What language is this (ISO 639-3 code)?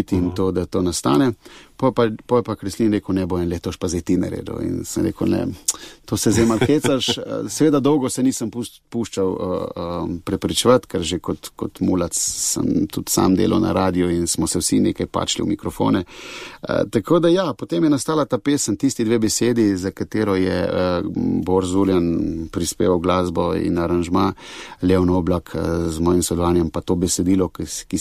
slv